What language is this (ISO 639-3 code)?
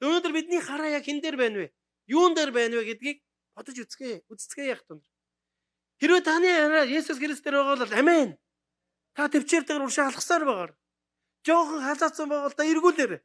mon